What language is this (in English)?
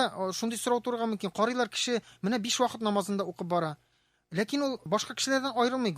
Tatar